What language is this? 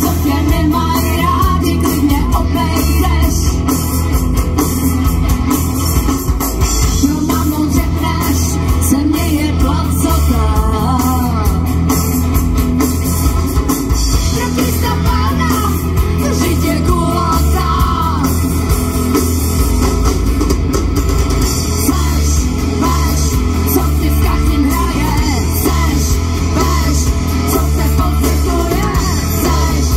Czech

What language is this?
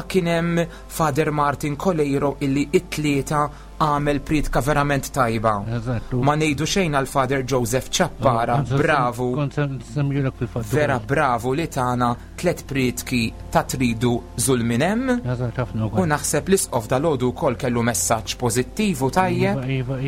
Maltese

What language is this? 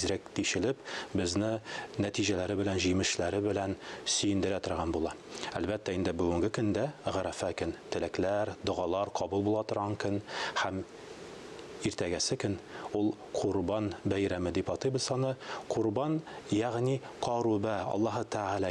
Tatar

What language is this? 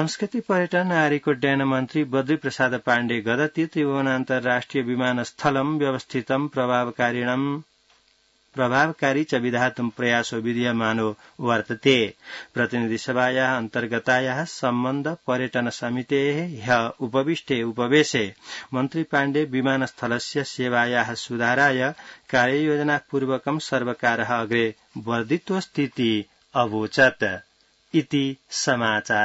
Sanskrit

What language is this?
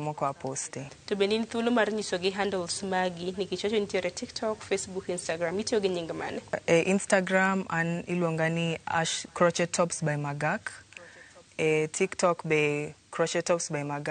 Luo (Kenya and Tanzania)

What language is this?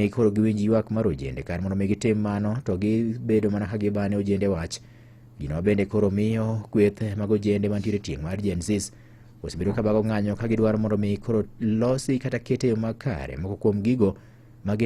Luo (Kenya and Tanzania)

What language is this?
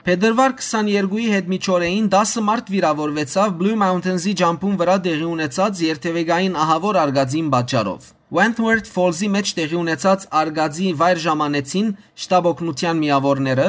Western Armenian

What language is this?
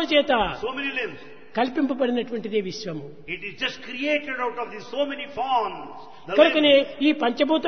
Telugu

